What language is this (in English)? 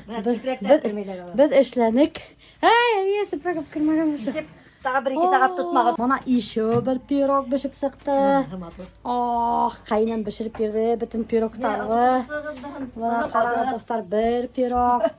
Bashkir